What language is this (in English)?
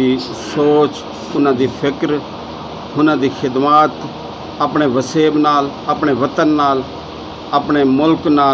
Saraiki